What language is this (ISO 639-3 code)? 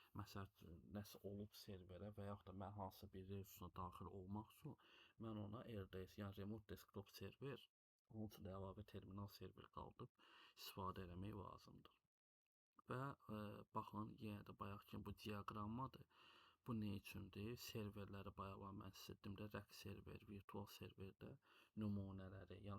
aze